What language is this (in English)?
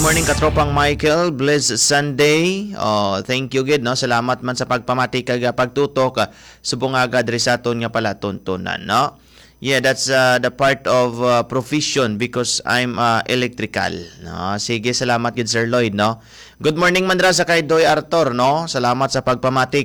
Hiligaynon